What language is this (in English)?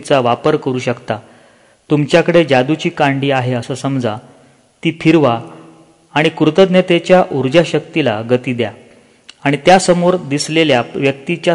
Marathi